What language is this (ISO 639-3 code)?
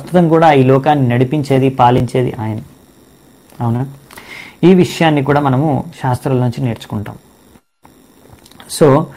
tel